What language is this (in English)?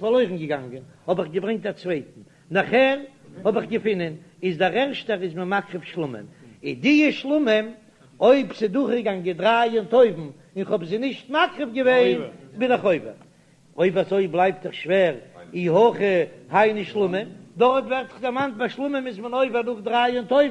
Yiddish